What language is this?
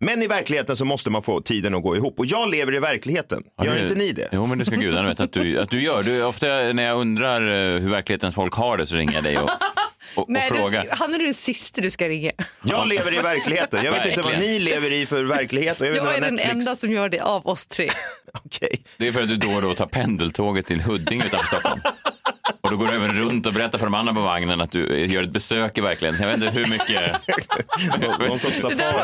Swedish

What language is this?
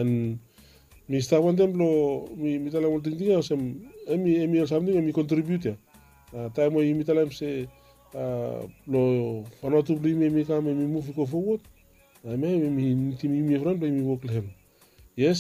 Bislama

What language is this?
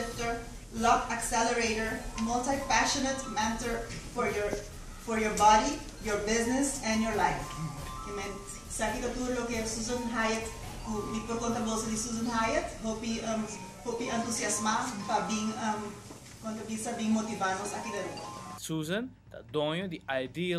Papiamento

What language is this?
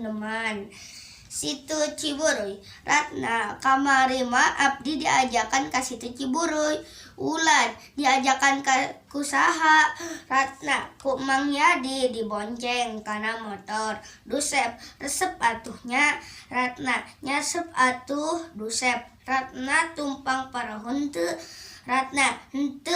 Sundanese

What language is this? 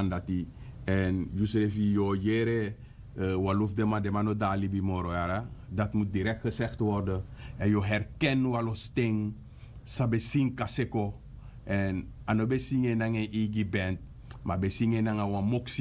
Sranan Tongo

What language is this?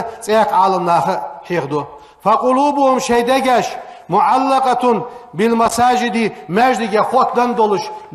Ingush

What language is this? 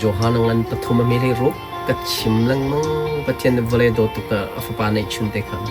Hakha Chin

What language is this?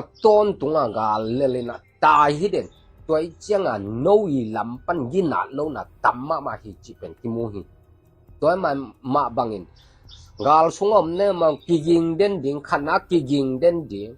Tedim Chin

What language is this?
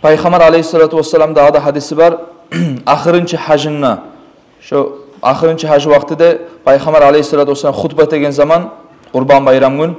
Kumyk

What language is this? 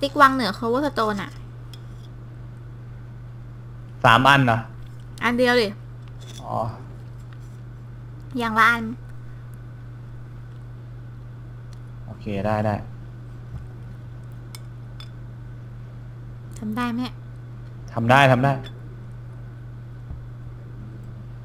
Thai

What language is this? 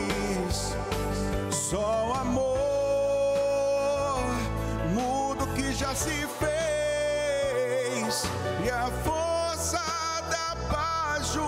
Portuguese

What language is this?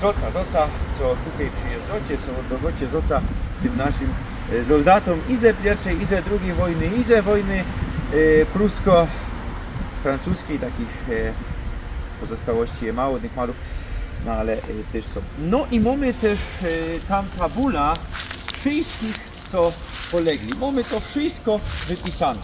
Silesian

